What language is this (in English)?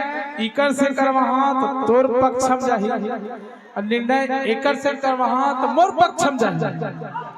Chhattisgarhi